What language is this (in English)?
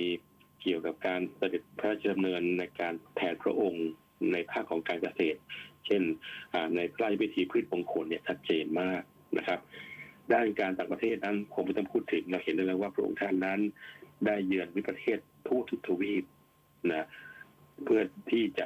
Thai